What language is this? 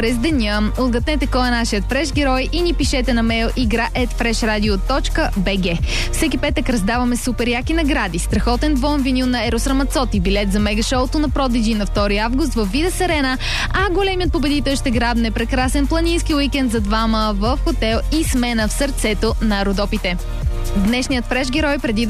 Bulgarian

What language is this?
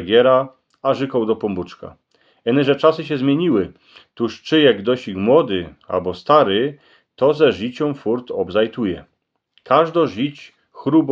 Silesian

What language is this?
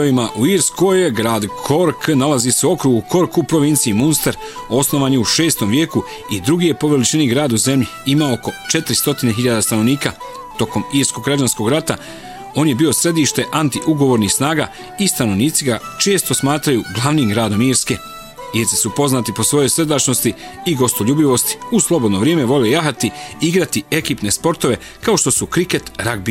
Bosnian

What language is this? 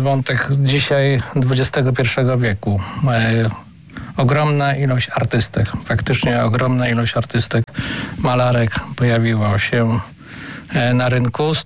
Polish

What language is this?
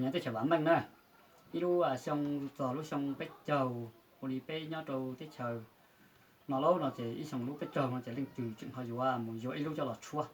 Hmong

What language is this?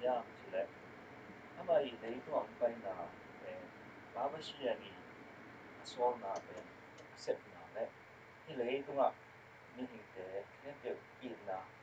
Tedim Chin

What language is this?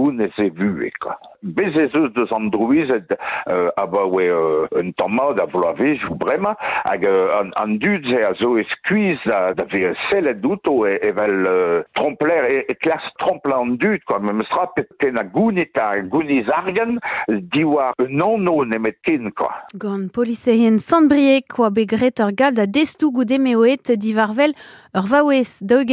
Breton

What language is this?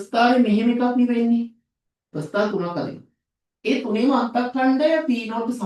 Sinhala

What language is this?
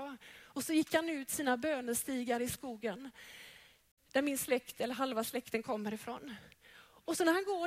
Swedish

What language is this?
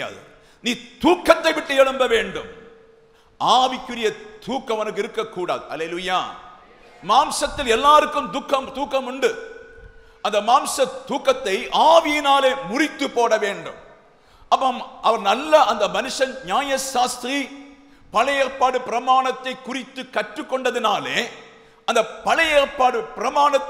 Tamil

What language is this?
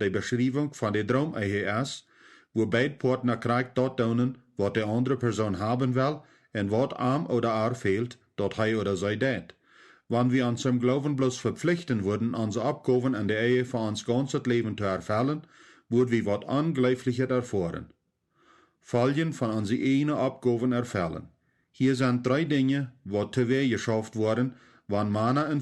Plautdietsch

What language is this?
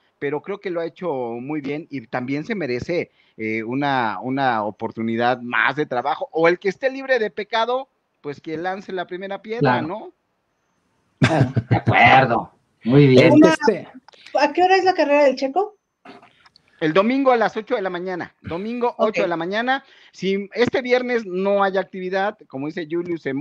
Spanish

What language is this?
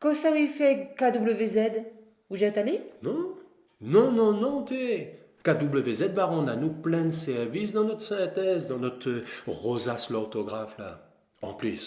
Réunion Creole French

